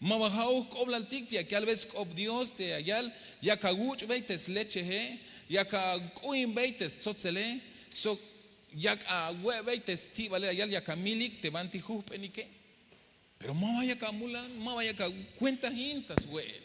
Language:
Tzeltal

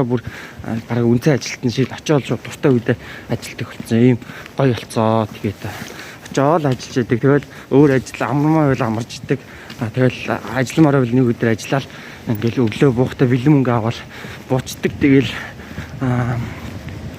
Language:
Mongolian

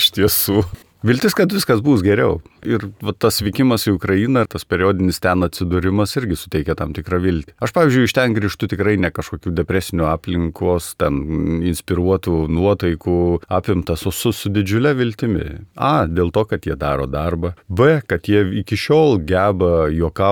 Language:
Lithuanian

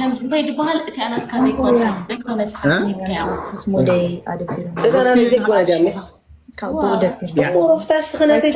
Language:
Tigrinya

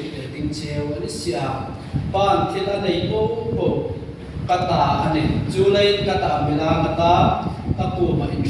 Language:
Hmar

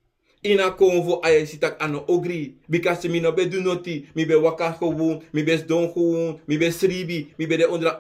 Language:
Sranan Tongo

